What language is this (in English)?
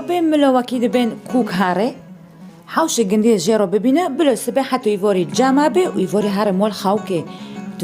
Kurdish